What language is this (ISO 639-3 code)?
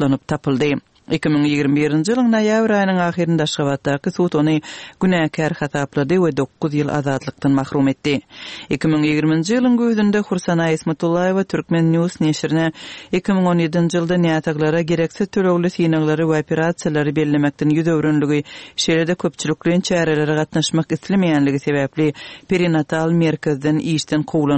tuk